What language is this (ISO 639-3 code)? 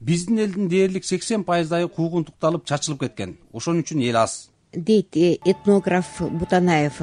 kir